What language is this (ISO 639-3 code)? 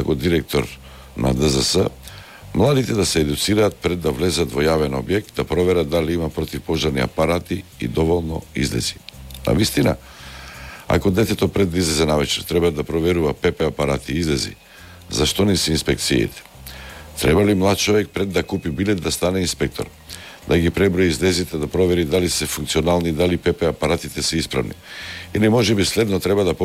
mkd